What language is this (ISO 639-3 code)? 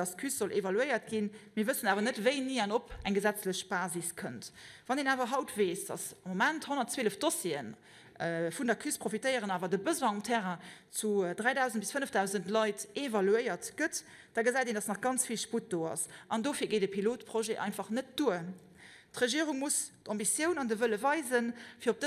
ltz